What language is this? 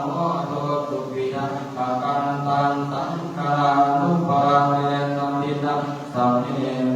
Pali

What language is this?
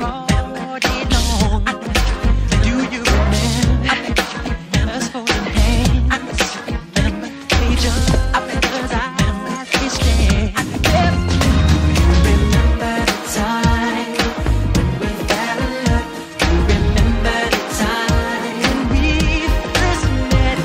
English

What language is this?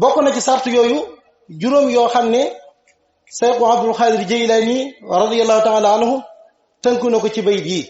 Wolof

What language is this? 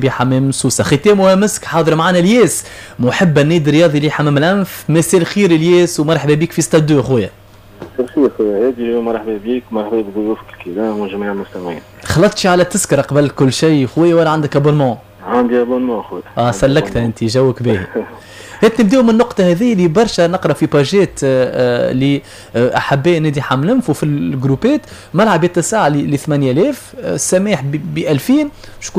Tunisian Arabic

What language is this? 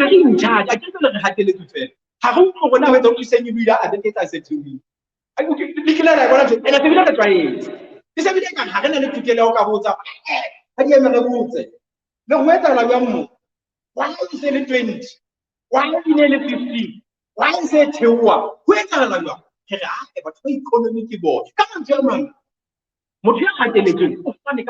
Southern Sotho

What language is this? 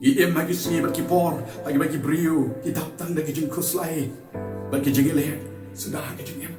Khasi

